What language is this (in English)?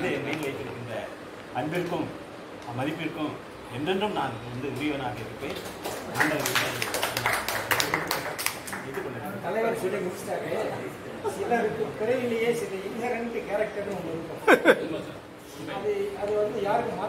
Tamil